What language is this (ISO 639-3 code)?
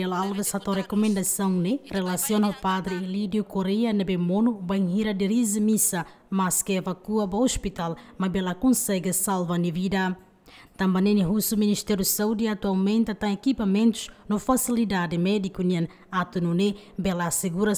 tet